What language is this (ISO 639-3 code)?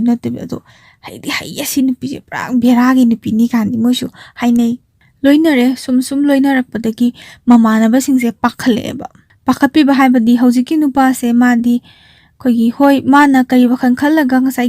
mni